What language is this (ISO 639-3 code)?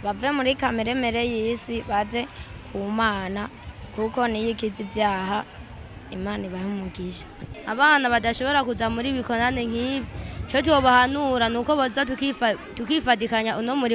run